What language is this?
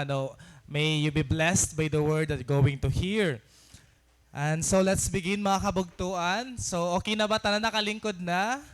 Waray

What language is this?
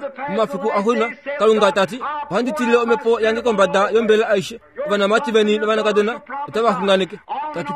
Kuanyama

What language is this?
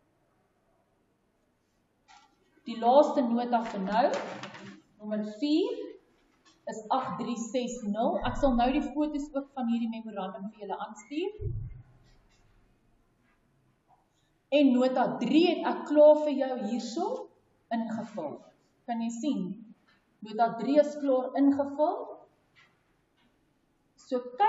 Afrikaans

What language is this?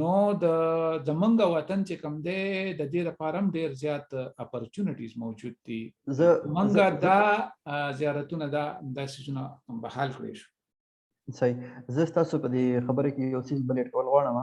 Pashto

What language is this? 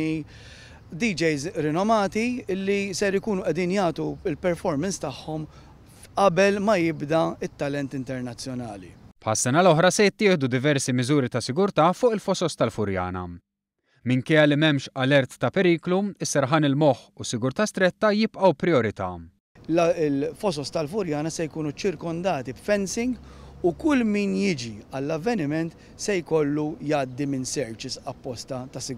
Maltese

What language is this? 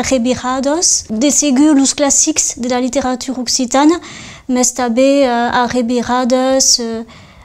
Occitan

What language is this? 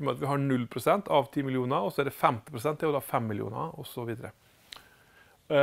Norwegian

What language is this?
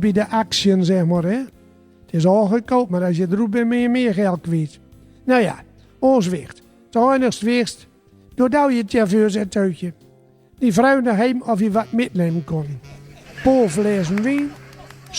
Gronings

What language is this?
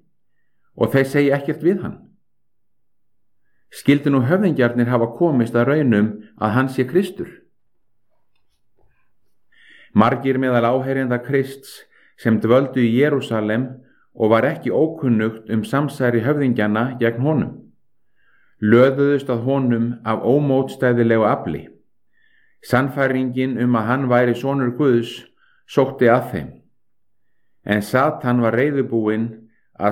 Icelandic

